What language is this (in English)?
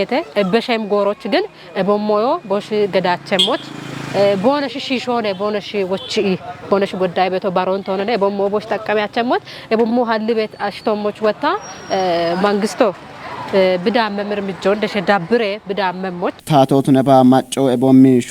Kafa